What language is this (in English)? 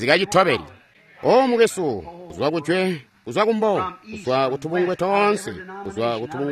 Tonga (Zambia)